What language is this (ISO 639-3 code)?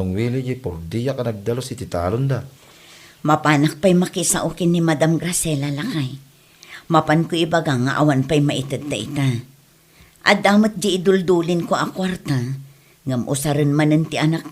ilo